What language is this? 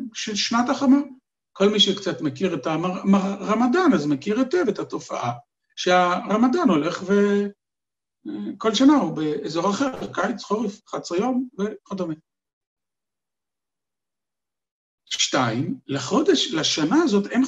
Hebrew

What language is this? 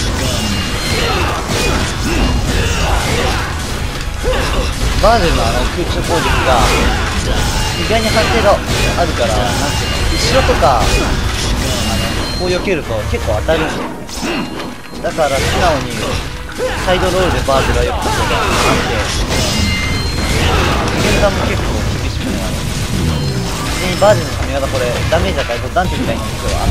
Japanese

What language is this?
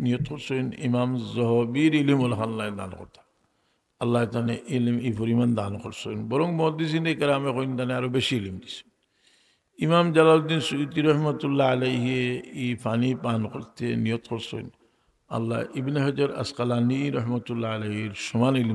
Sylheti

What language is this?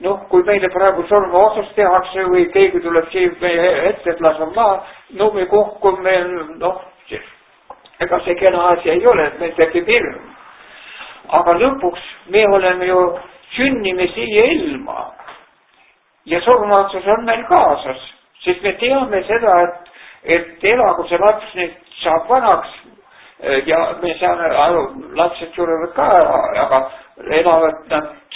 Estonian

